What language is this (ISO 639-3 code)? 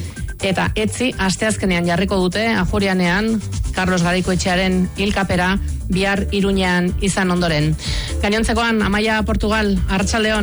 eus